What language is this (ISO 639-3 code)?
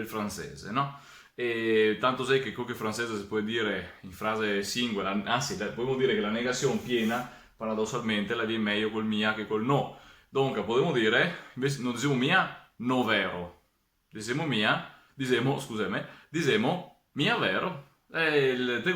vec